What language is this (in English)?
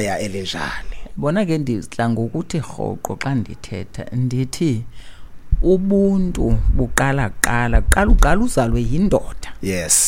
Xhosa